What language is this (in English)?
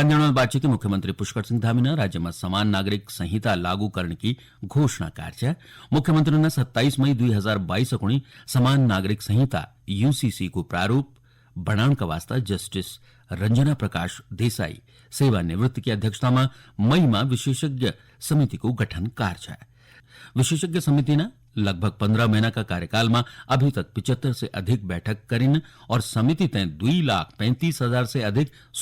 Garhwali